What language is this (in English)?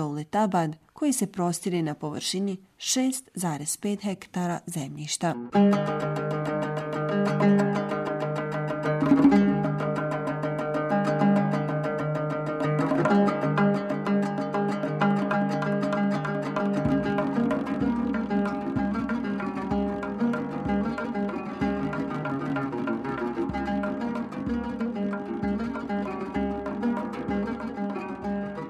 Bosnian